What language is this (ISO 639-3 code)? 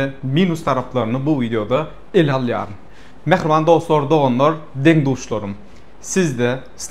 tuk